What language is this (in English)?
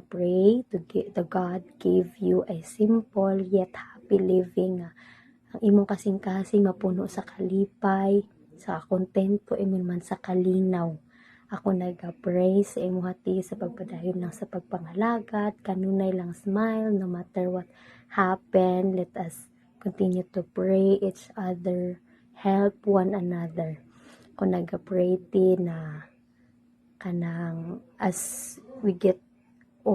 Cebuano